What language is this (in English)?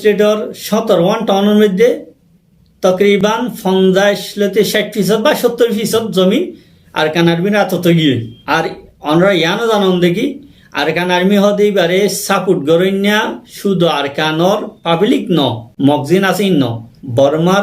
Rohingya